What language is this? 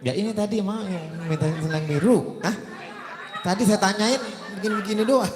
Betawi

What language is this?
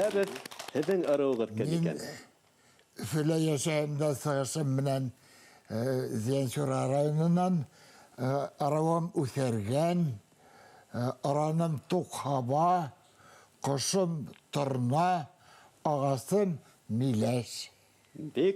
Bashkir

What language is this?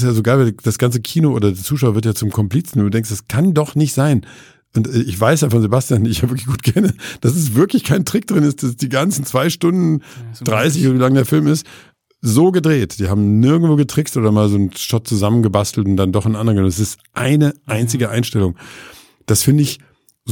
German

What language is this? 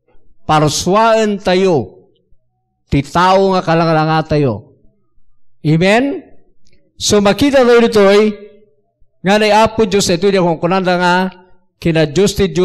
Iloko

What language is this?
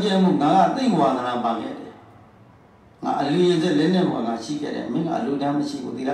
Burmese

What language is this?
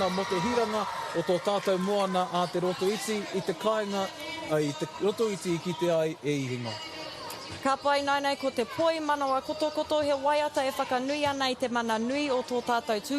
Māori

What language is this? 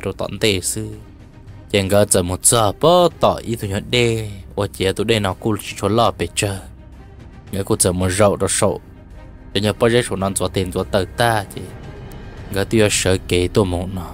Vietnamese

